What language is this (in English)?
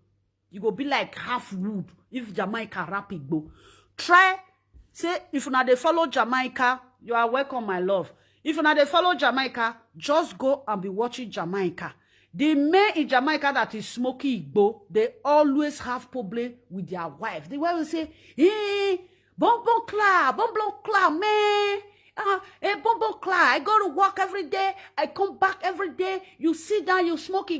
Nigerian Pidgin